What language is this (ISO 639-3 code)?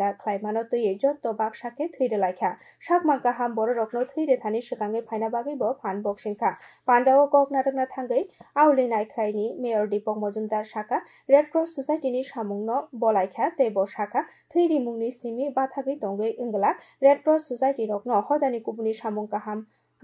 trp